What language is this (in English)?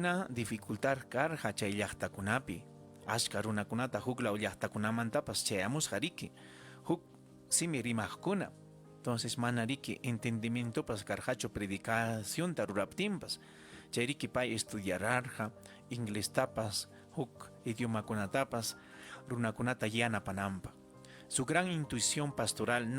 Ayacucho Quechua